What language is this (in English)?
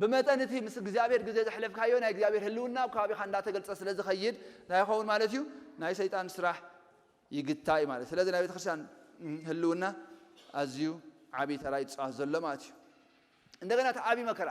Tigrinya